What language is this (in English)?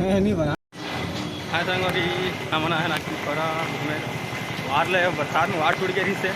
Chhattisgarhi